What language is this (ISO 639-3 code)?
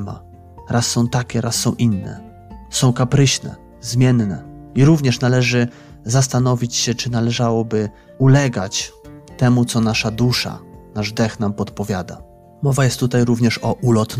pol